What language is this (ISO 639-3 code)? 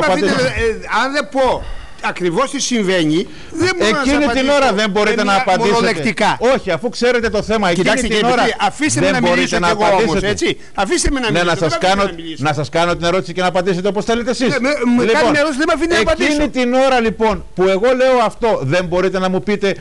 ell